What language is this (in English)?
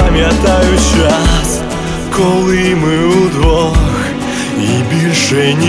Ukrainian